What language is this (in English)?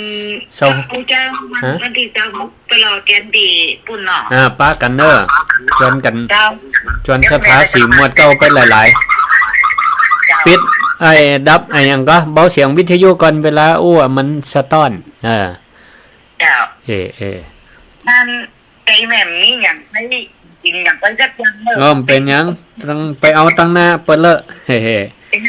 Northern Thai